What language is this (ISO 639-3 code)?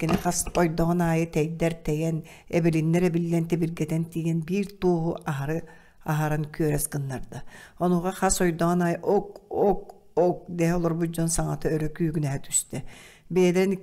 sah